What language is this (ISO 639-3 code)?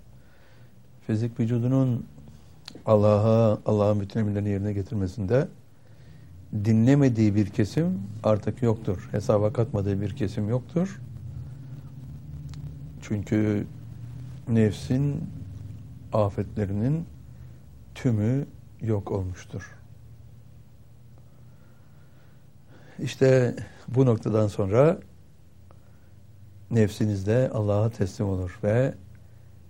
tur